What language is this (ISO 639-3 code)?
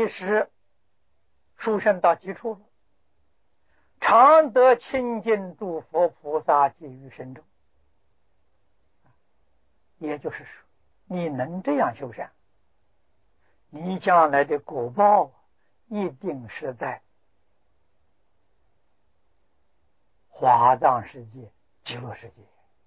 zho